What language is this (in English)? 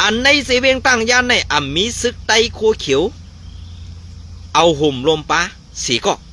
Shan